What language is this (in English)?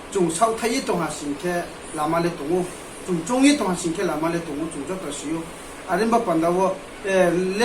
Riang (India)